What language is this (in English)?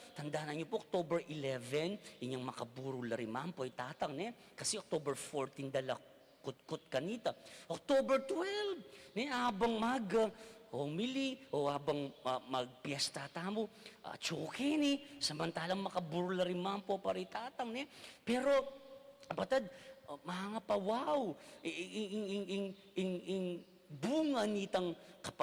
Pampanga